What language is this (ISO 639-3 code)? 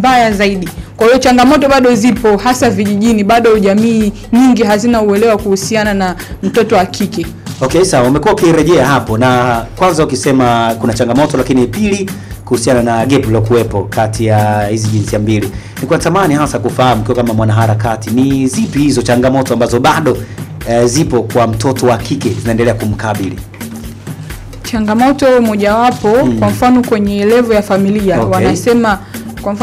swa